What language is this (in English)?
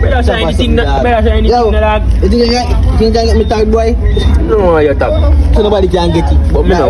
Jamaican Creole English